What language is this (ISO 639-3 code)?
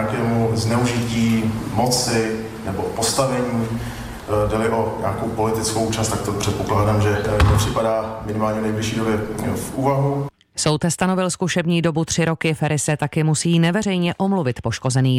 ces